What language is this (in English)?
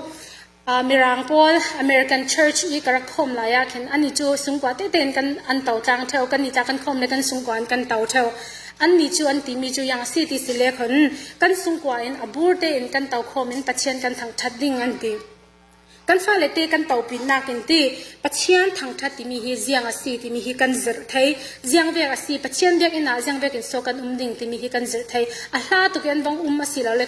Falam Chin